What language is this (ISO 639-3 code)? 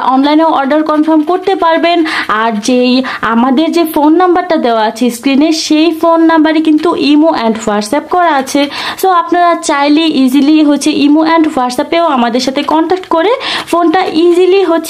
ben